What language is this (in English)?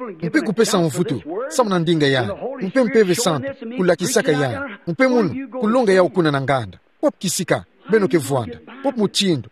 Kituba (Democratic Republic of Congo)